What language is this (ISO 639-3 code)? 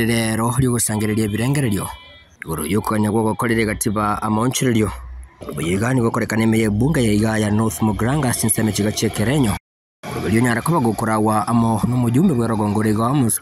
guz